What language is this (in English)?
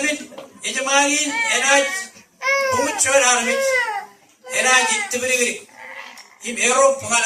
Marshallese